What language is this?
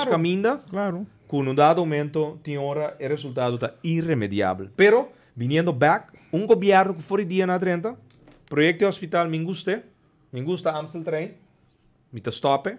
Papiamento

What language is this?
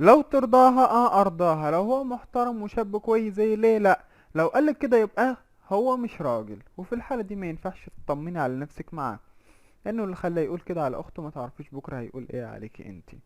Egyptian Arabic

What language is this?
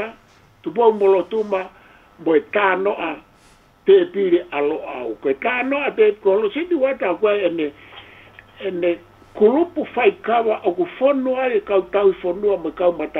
Tongan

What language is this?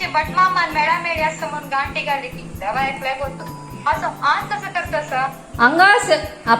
Konkani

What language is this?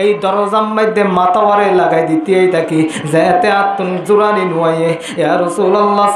Rohingya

